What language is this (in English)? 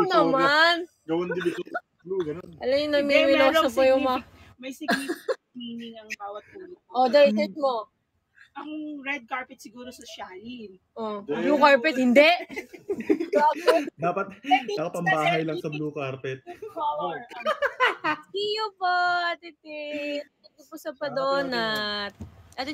Filipino